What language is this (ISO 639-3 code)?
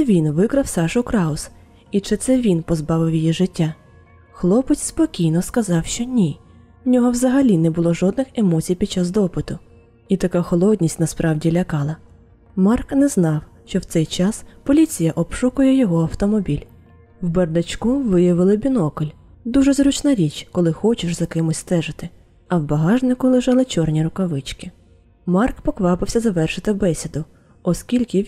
ukr